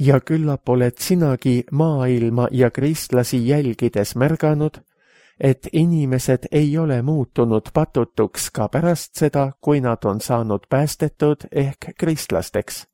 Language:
Estonian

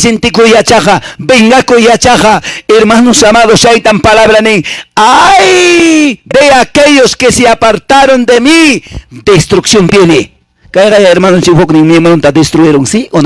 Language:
Quechua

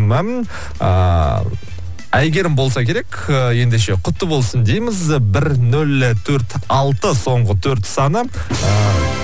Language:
Kazakh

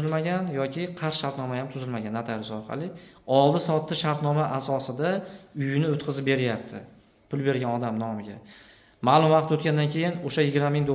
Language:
Uzbek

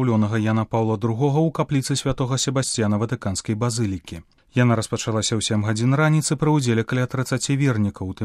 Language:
Belarusian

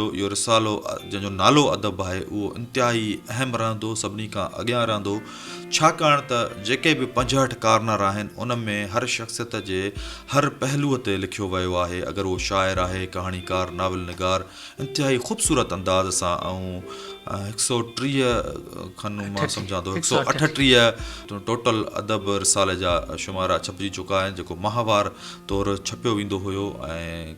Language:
Sindhi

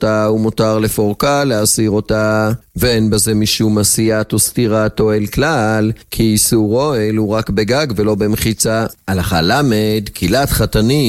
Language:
Hebrew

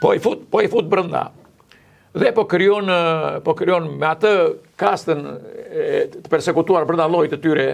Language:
Albanian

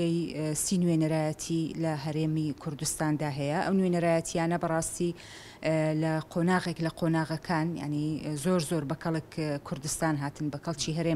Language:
Central Kurdish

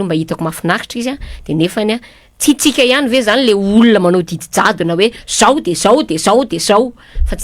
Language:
Malagasy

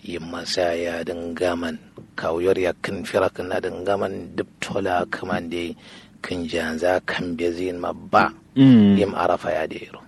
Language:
Kanuri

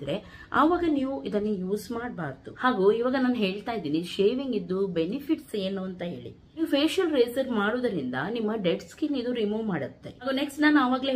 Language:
Kannada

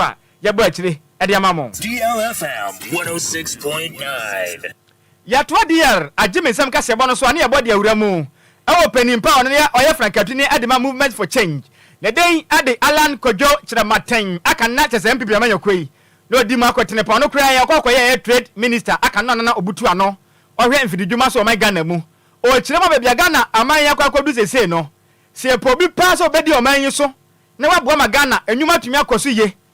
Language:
Akan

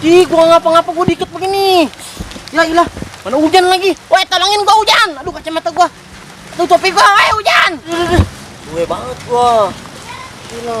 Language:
Betawi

